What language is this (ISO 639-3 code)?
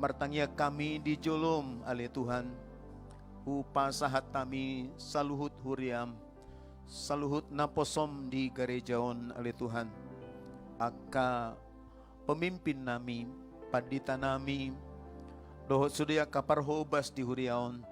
bbc